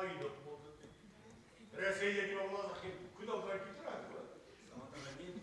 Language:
Bashkir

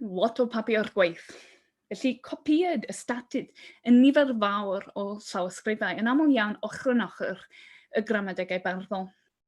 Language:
Welsh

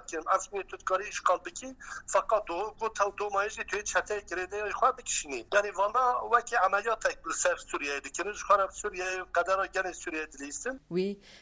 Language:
Kurdish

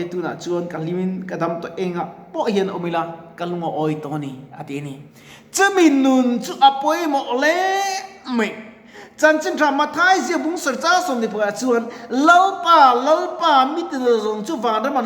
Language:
Mizo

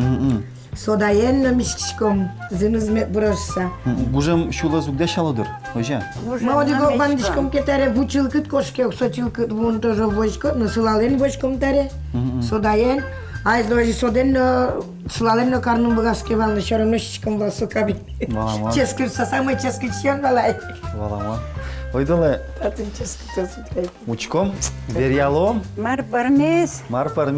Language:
Udmurt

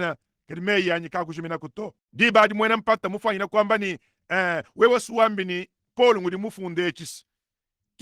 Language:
Luba-Lulua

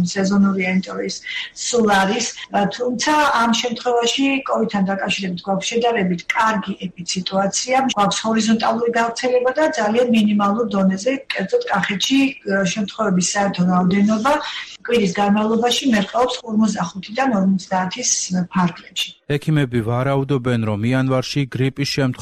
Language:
Georgian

